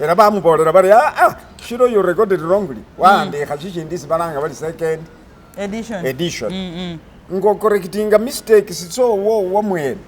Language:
Masaaba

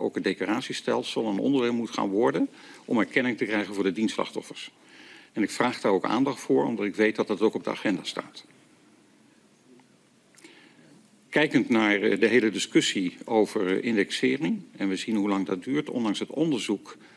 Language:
Dutch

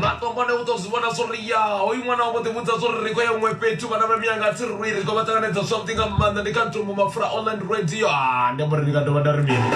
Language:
Venda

